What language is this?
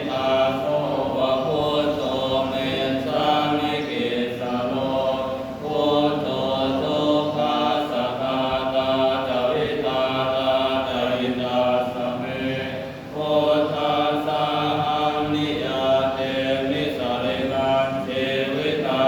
Pali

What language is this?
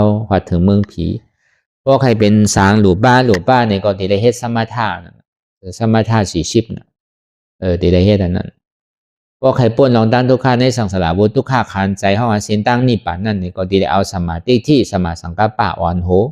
Shan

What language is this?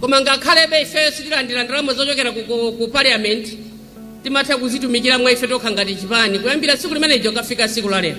Nyanja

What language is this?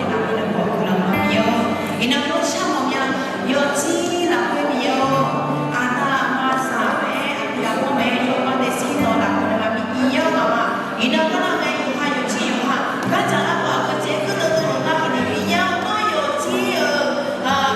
Akha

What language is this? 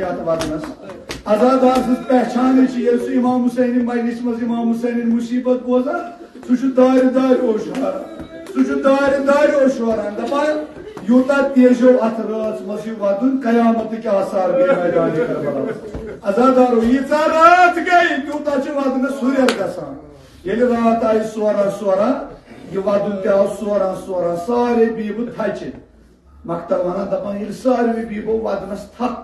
Kashmiri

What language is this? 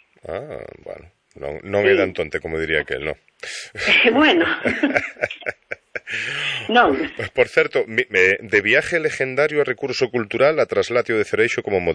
Galician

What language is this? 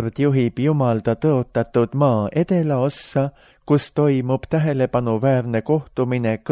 Estonian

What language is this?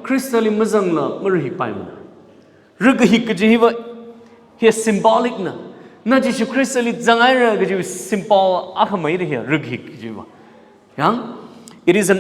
Tangkhul Naga (India)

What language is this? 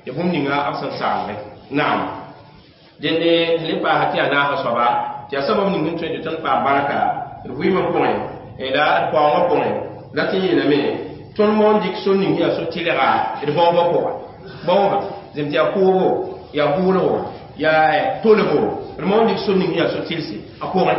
Mossi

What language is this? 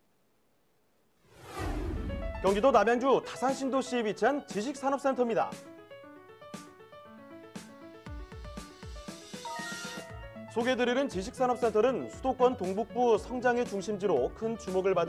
Korean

